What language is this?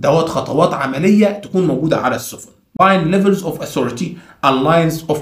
Egyptian Arabic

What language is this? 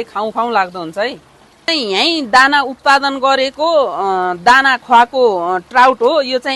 Nepali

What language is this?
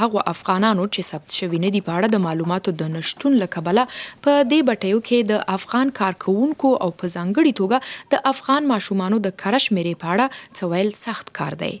Pashto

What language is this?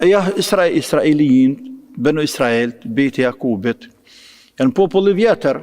Albanian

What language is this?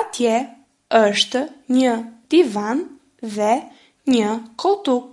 Albanian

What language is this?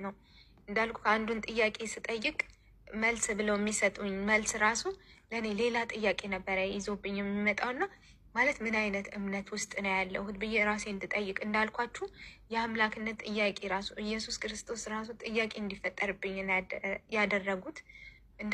Amharic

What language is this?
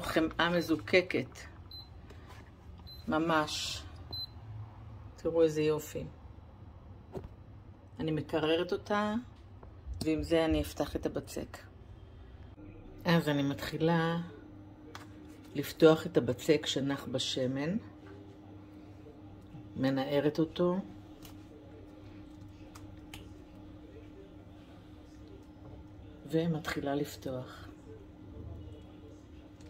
Hebrew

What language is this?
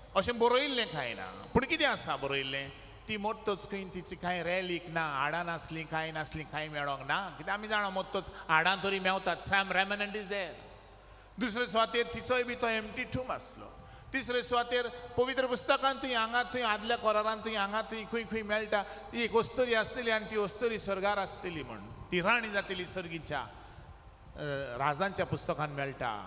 Konkani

